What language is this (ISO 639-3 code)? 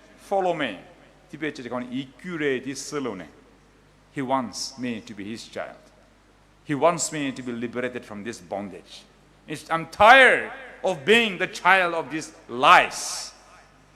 pmx